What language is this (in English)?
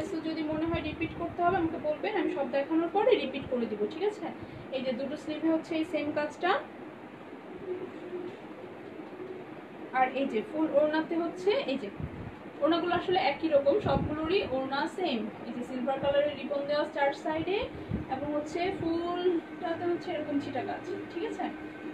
Bangla